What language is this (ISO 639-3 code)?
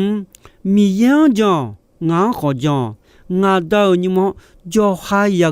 ahk